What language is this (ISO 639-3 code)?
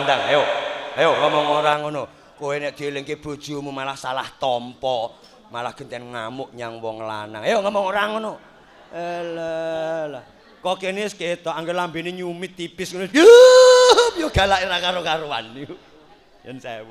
jav